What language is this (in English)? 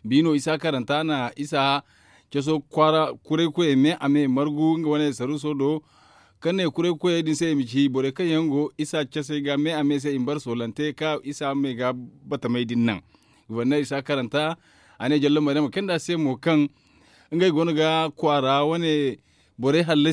Zarma